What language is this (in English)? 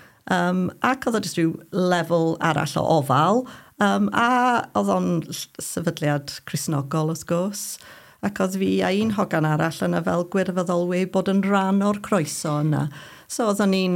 Welsh